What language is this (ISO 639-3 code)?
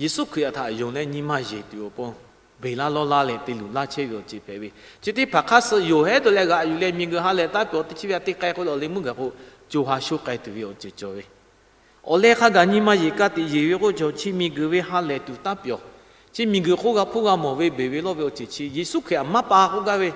lhu